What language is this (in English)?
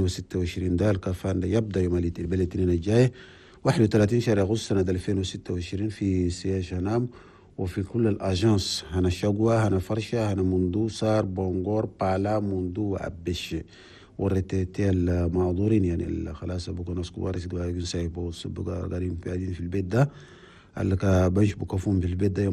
Chadian Arabic